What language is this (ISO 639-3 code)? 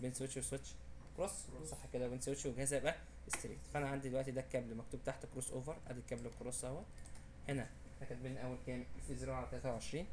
arz